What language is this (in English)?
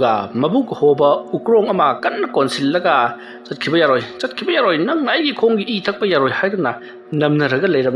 Manipuri